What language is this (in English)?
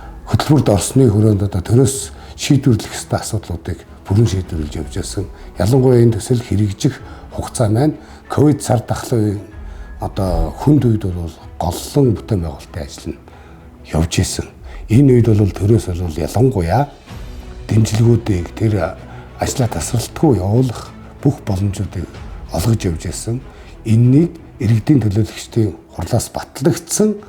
Mongolian